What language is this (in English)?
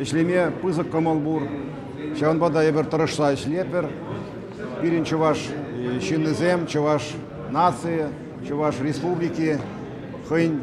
Chuvash